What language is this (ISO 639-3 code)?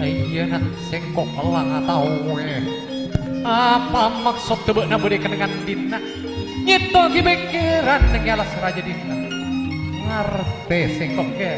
mad